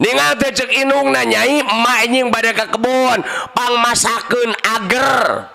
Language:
Sundanese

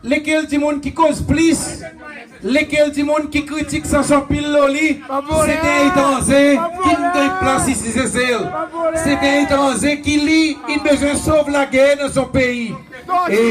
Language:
Seselwa Creole French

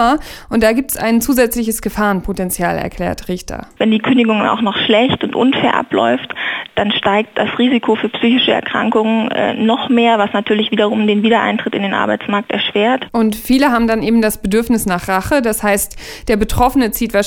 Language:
German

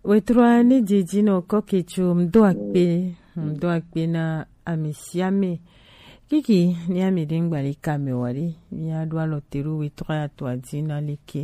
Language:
Gen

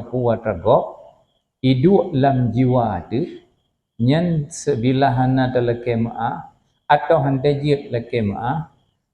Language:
Achinese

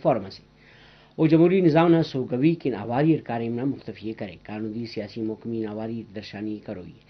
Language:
Brahui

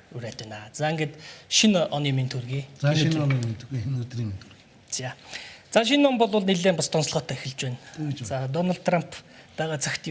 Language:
Mongolian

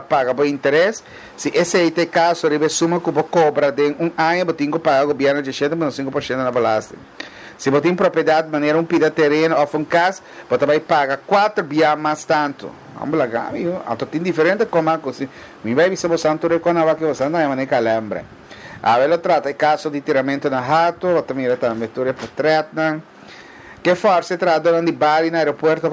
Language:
Papiamento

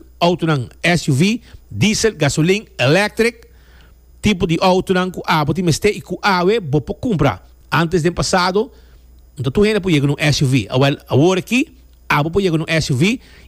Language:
Papiamento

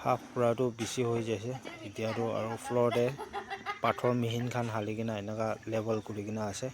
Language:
Naga Pidgin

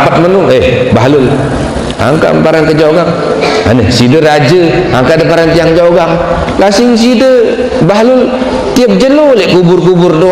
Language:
Sasak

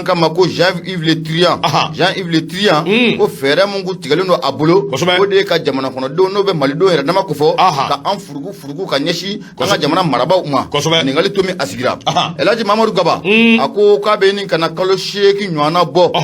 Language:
Bambara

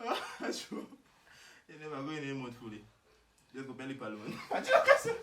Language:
Jamaican Creole English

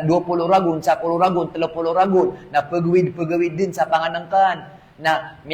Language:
Maranao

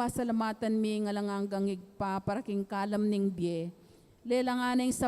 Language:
Pampanga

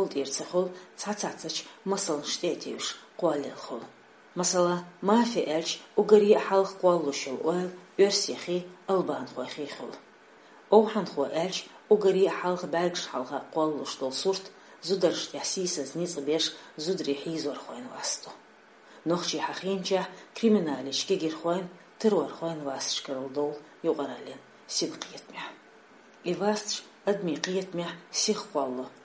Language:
Chechen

